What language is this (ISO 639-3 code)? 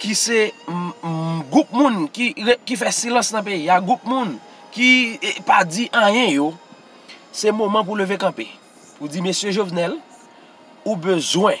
hat